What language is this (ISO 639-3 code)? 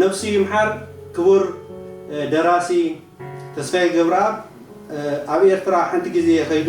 tir